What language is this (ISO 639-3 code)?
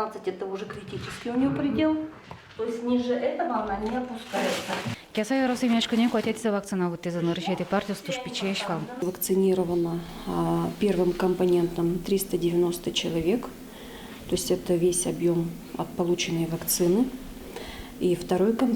udm